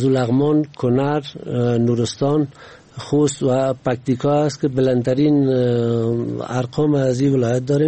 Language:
Persian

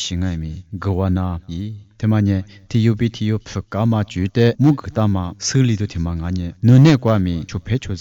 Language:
Lisu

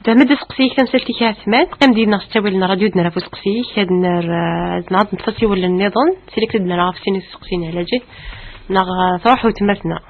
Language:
Kabyle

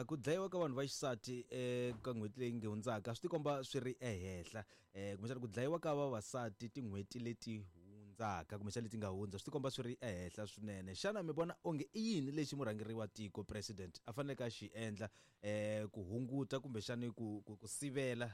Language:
Tsonga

